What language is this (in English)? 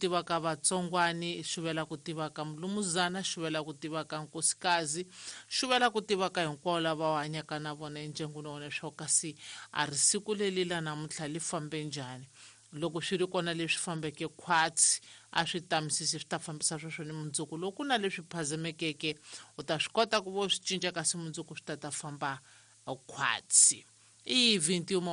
Tsonga